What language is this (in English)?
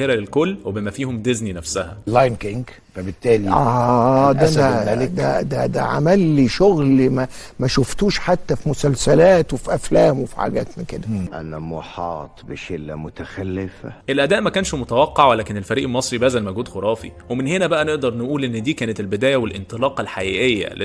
Egyptian Arabic